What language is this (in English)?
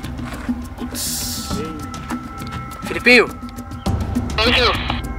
Portuguese